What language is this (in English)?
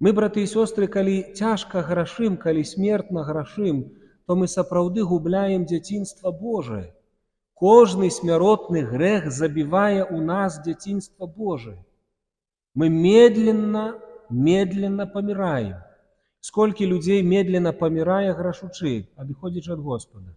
Belarusian